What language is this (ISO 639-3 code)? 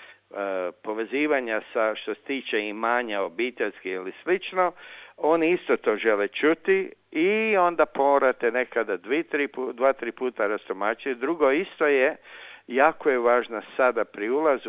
hrv